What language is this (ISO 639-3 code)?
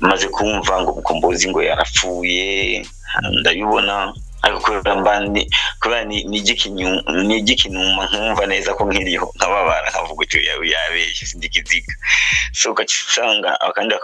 run